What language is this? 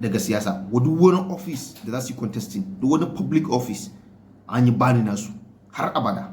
Hausa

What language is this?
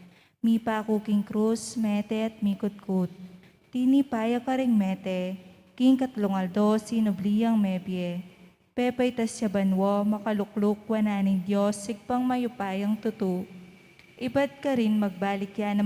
Pampanga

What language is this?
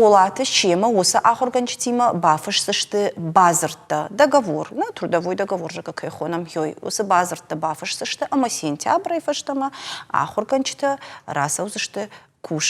Ossetic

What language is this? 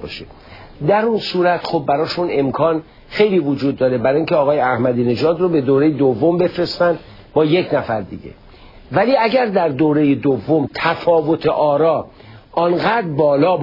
Persian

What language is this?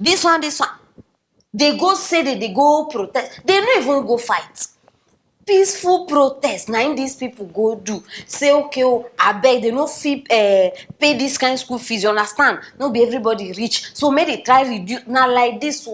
Nigerian Pidgin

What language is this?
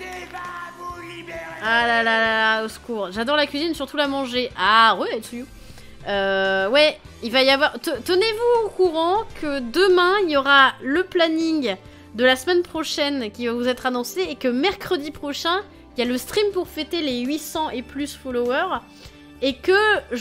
French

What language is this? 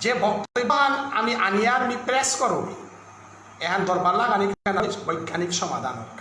Bishnupriya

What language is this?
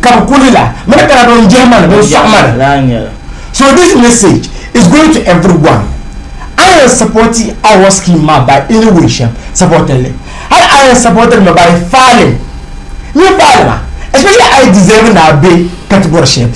Dagbani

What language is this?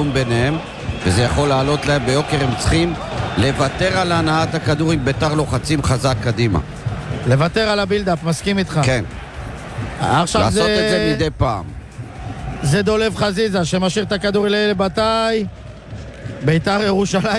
Hebrew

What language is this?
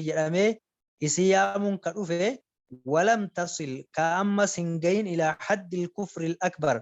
Oromo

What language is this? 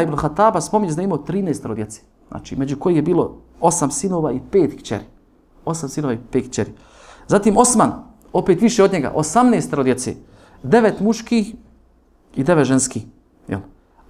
Bosnian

